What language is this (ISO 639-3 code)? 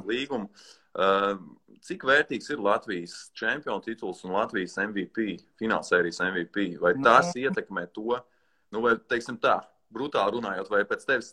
lav